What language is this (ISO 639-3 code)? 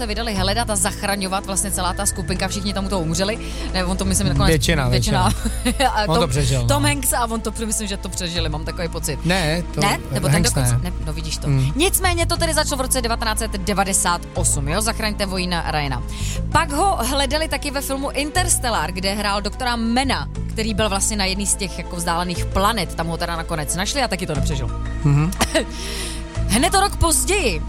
ces